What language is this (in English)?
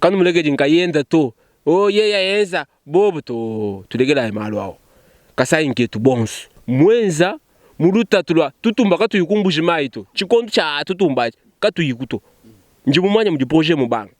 Luba-Lulua